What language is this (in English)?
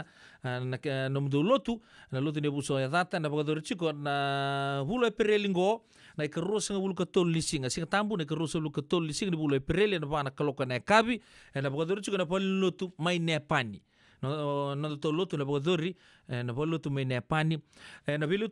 Fijian